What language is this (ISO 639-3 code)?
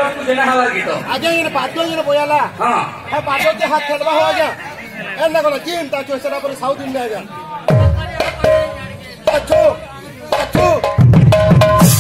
hin